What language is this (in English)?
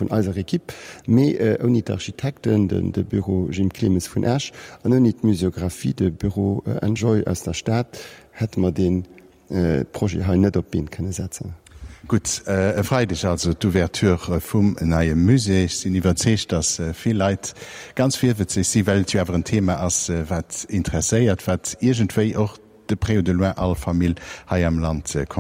Luxembourgish